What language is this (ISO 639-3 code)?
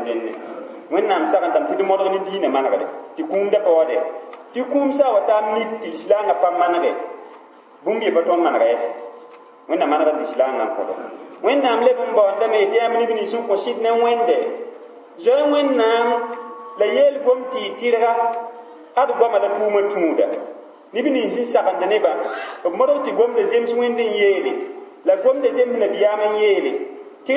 mos